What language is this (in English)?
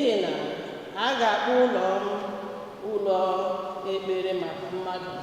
Igbo